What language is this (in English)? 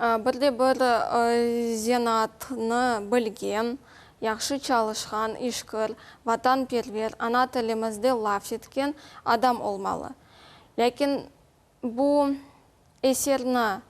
Crimean Tatar